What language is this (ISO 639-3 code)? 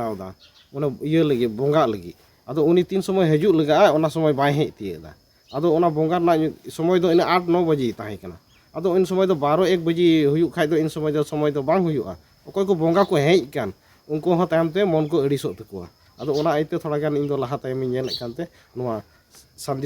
sat